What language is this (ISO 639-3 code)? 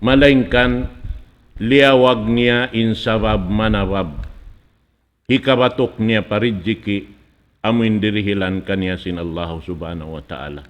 tsg